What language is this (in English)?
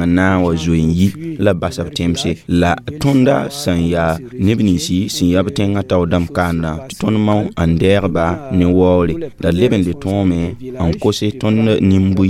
Mossi